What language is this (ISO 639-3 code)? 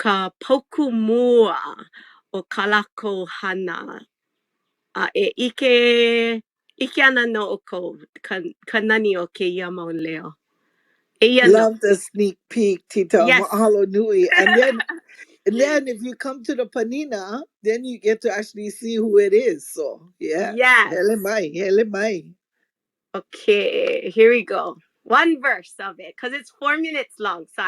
haw